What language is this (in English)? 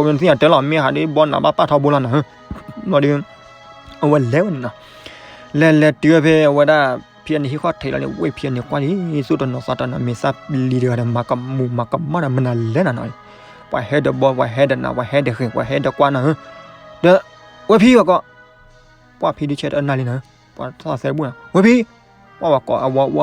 S'gaw Karen